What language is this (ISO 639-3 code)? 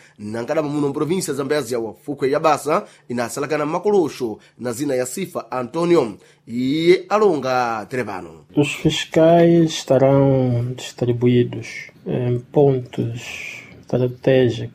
seh